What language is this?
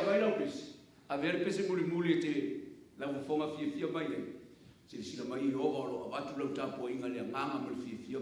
Samoan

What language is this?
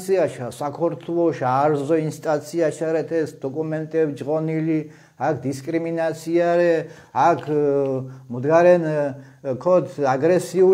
Mingrelian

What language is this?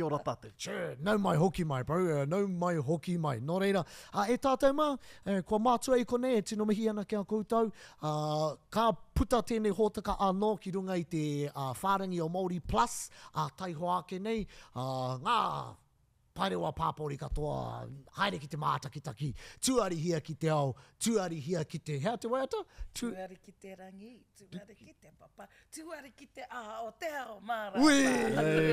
Māori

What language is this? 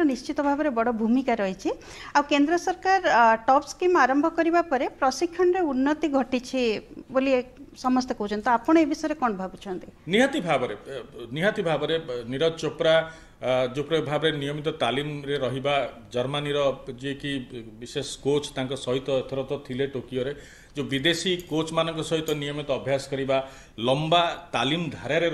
Odia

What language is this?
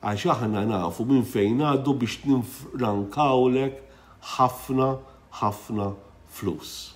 Maltese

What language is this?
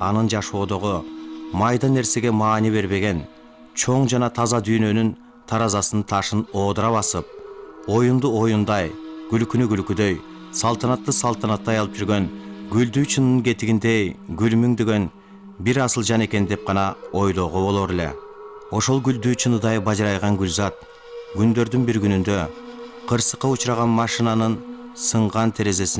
Kyrgyz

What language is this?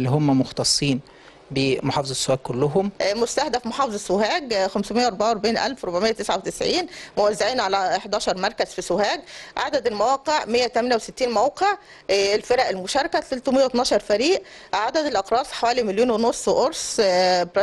Egyptian Arabic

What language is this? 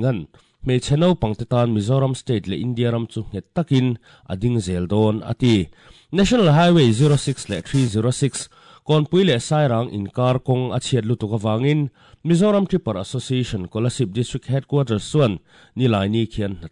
Mizo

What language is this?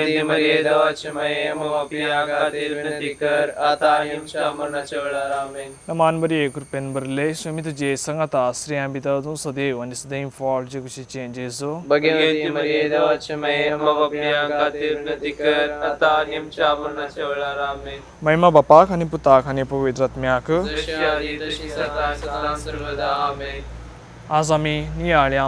Konkani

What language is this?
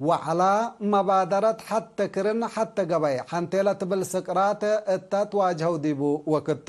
Tigre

